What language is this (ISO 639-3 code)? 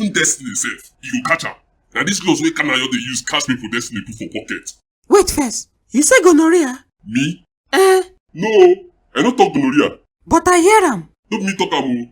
pcm